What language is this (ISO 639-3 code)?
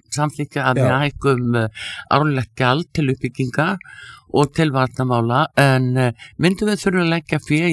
isl